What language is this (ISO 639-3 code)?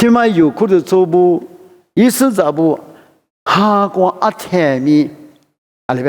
lis